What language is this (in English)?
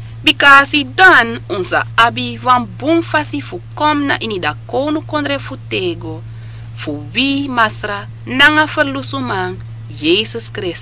Sranan Tongo